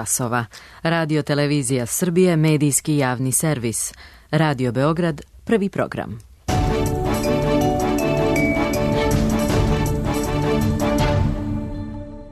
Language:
Serbian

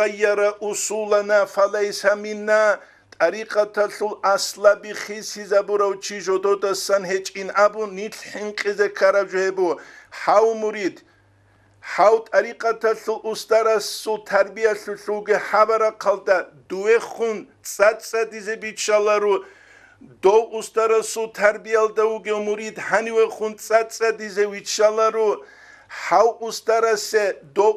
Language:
Avaric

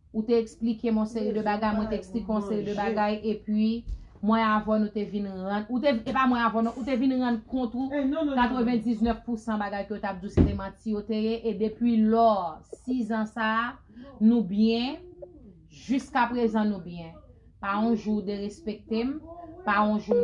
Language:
Haitian Creole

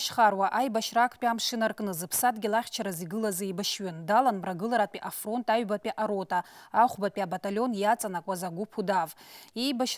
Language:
Abkhazian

